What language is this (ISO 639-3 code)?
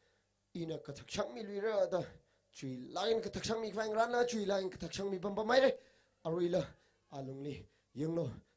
nmf